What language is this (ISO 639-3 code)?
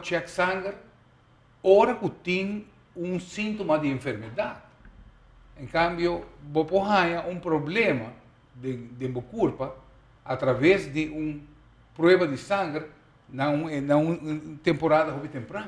pap